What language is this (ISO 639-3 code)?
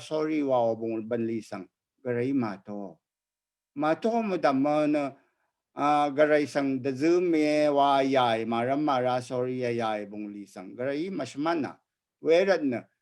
raw